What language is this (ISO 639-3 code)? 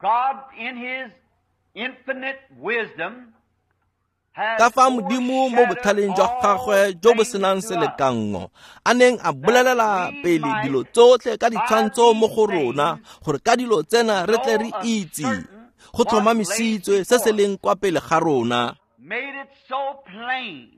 tsn